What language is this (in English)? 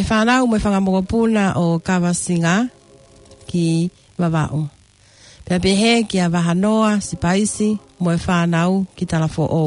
Tongan